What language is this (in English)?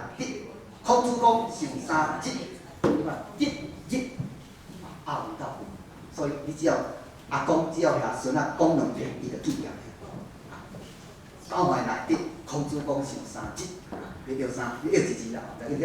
Min Nan Chinese